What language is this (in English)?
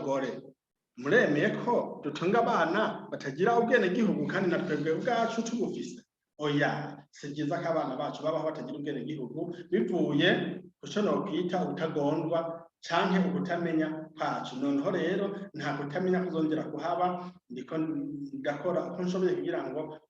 Rundi